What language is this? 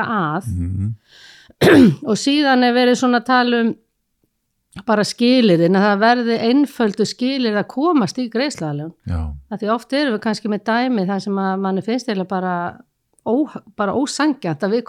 Icelandic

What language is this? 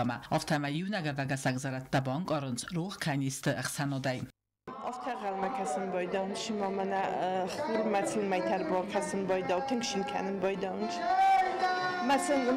Ossetic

